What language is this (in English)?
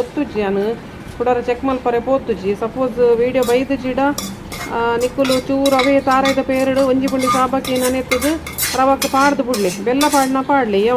Tulu